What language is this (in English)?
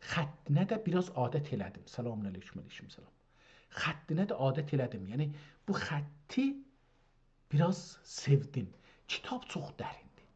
South Azerbaijani